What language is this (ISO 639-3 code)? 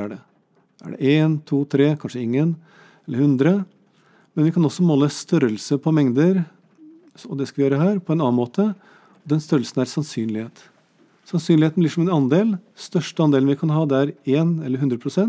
nor